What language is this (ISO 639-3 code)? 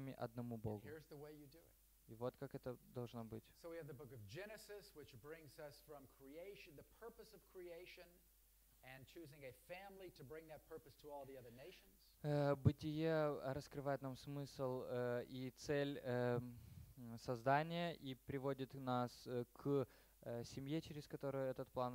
rus